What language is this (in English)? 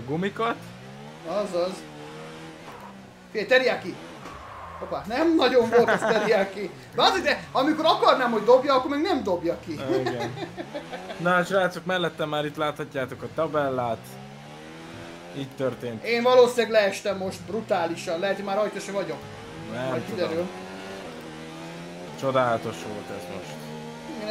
Hungarian